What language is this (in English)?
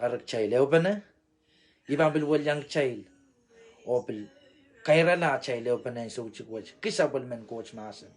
Pohnpeian